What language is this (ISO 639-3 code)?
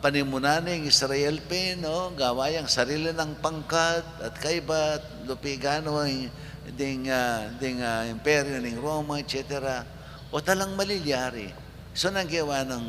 pam